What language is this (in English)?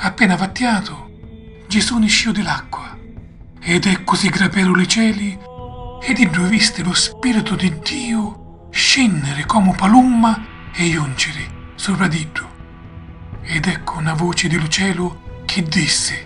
Sicilian